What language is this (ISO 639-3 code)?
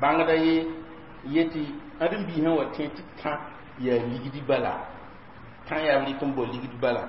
mos